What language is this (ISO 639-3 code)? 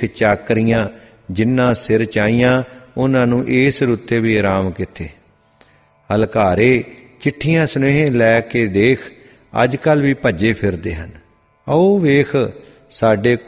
pan